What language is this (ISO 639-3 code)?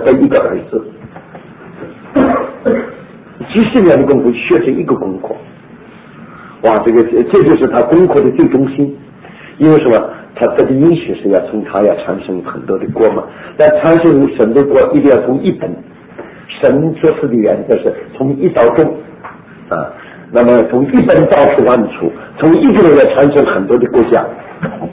zho